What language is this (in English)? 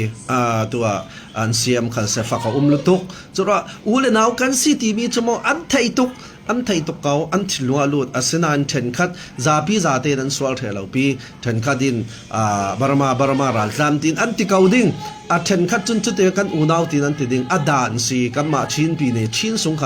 Falam Chin